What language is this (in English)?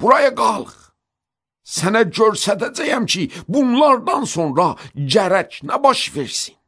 Azerbaijani